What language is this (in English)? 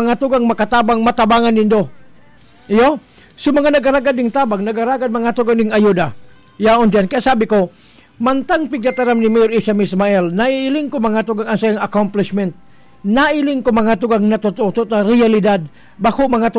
Bikol